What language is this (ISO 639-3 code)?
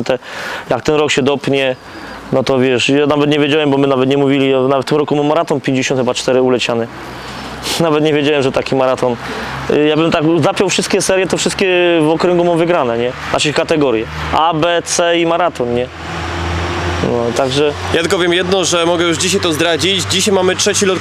pol